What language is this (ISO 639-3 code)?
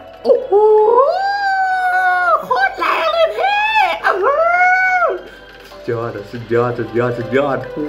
tha